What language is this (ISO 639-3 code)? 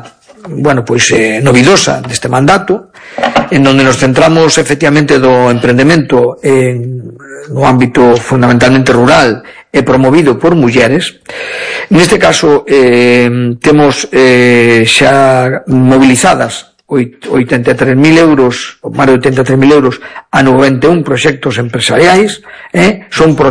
glg